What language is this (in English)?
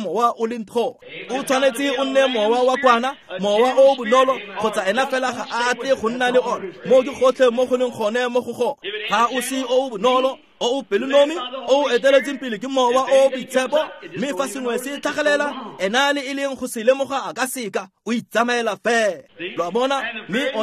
Tswana